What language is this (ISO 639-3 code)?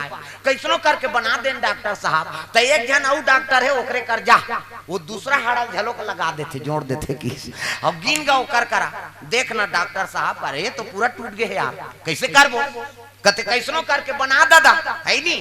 hne